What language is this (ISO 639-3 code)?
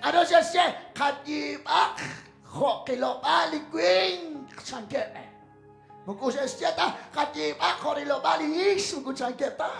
kek